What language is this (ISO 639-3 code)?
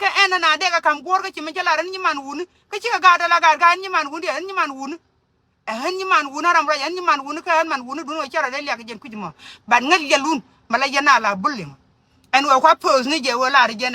nus